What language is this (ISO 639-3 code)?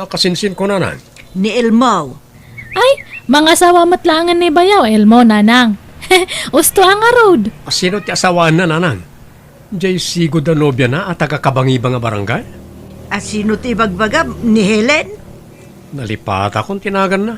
ilo